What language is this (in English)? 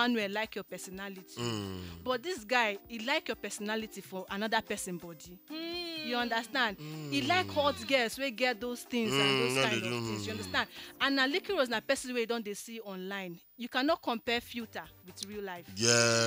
Nigerian Pidgin